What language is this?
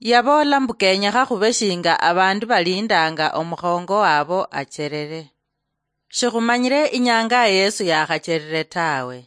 Luyia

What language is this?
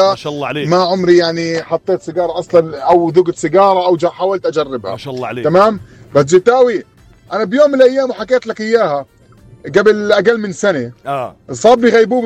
North Levantine Arabic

